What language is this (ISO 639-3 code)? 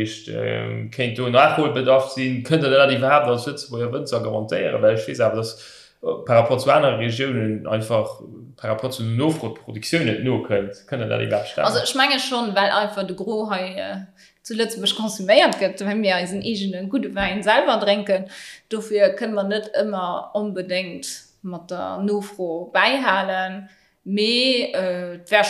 ltz